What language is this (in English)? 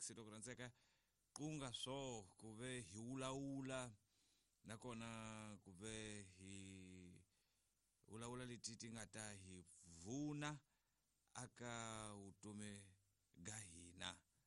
Tsonga